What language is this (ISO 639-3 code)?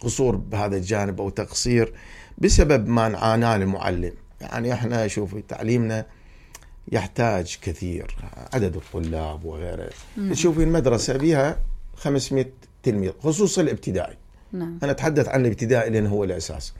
acm